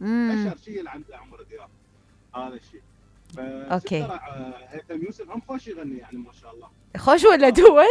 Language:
Mesopotamian Arabic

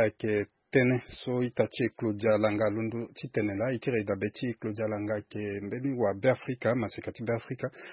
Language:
Sango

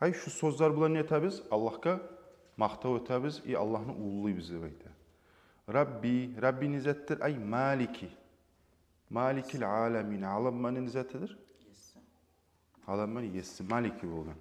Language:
Kumyk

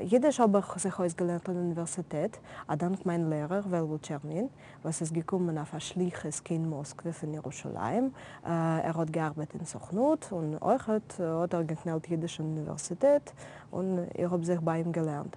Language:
Yiddish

